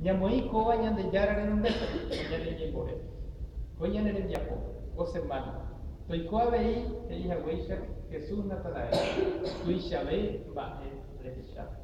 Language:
Guarani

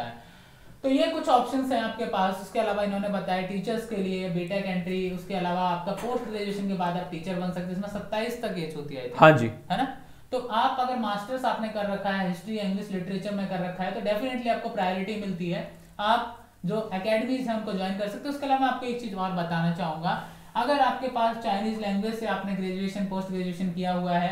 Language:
Hindi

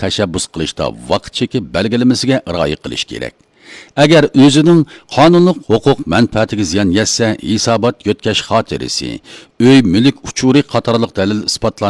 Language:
Uyghur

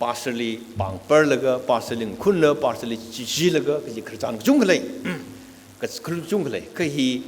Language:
Tangkhul Naga (India)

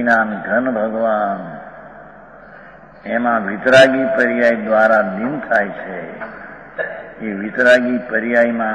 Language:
Gujarati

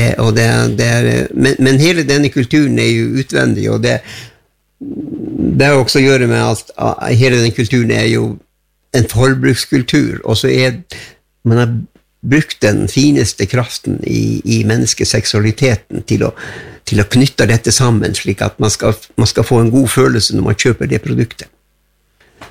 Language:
Norwegian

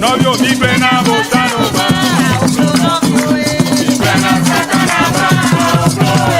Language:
Ewe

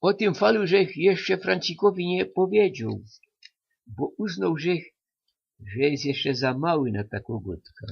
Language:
Silesian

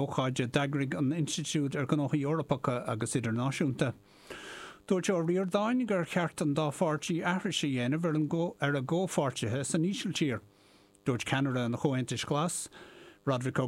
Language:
Irish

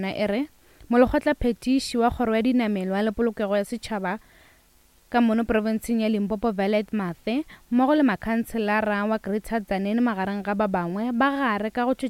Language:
Northern Sotho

